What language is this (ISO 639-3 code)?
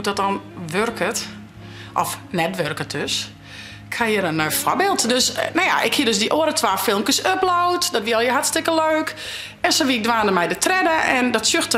fry